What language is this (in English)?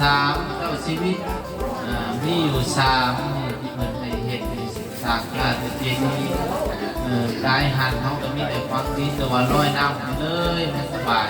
Pali